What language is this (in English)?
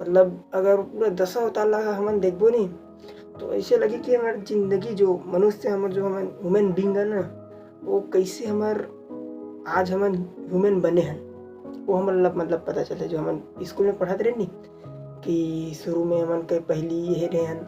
Chhattisgarhi